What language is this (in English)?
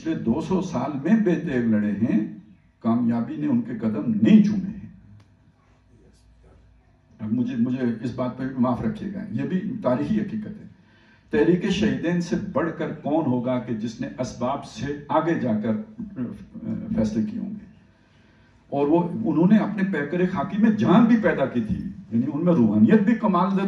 Urdu